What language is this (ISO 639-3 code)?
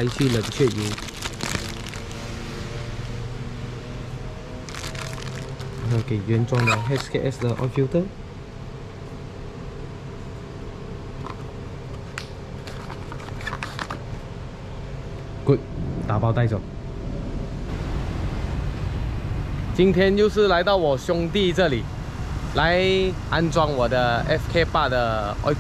zho